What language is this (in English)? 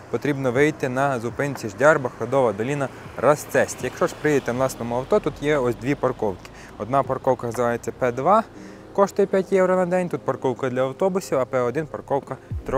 Ukrainian